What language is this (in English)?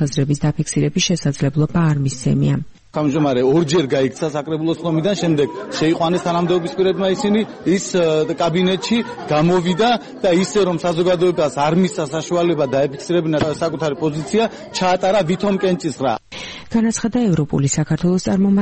Georgian